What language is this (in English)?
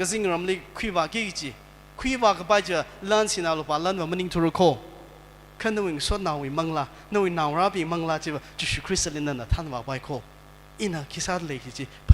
Tangkhul Naga (India)